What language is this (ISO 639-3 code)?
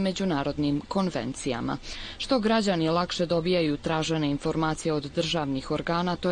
srp